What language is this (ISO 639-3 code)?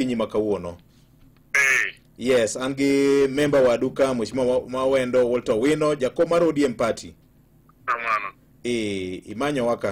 luo